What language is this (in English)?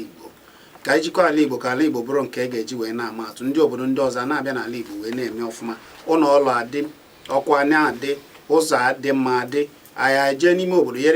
Igbo